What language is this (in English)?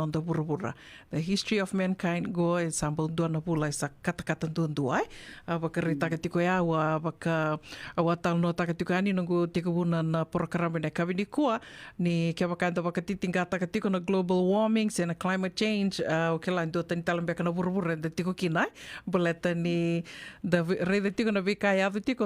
Fijian